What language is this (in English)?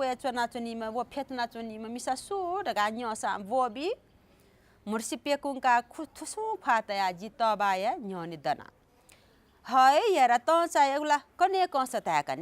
Newari